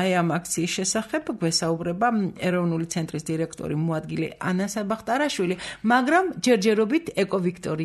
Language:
Georgian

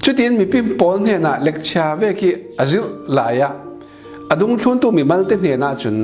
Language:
Falam Chin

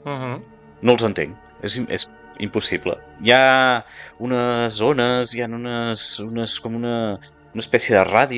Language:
Catalan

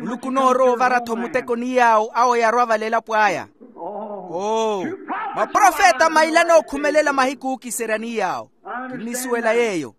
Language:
Makhuwa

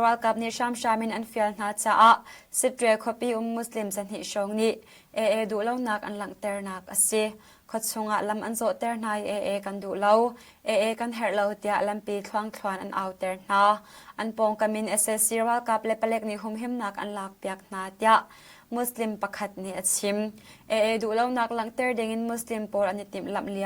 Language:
Hakha Chin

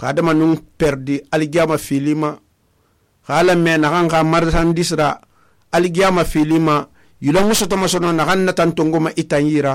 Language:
Susu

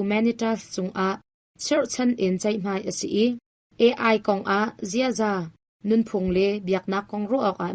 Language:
Hakha Chin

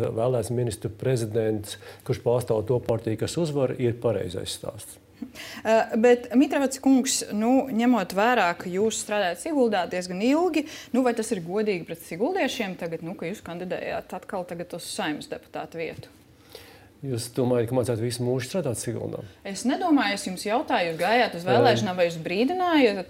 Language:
Latvian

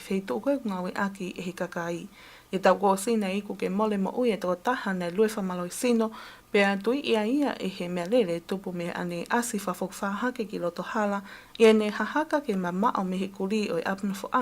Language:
Tongan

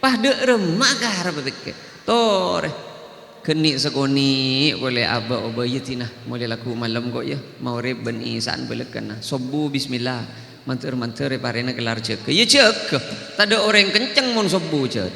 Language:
Madurese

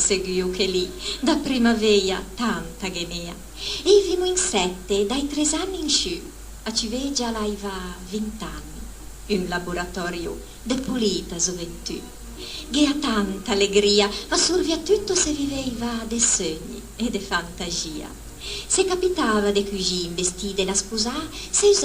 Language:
Ligurian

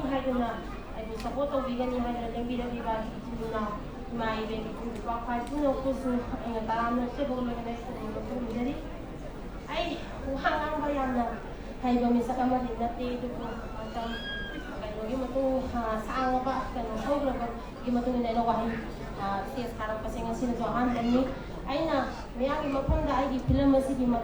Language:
Manipuri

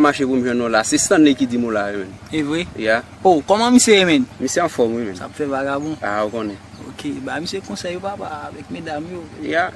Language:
Haitian Creole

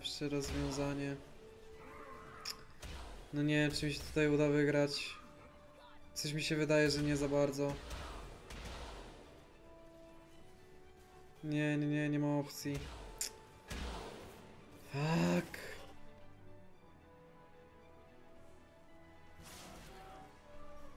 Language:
Polish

